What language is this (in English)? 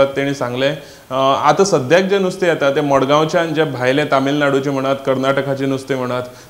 Konkani